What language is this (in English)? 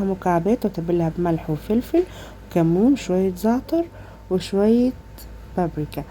Egyptian Arabic